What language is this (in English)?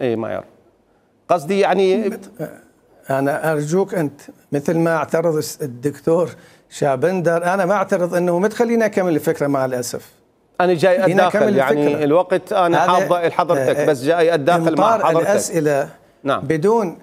Mesopotamian Arabic